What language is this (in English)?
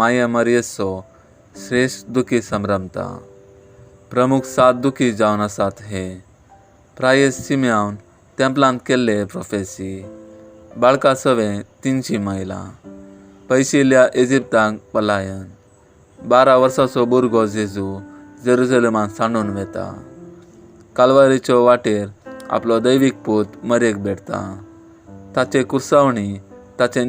Konkani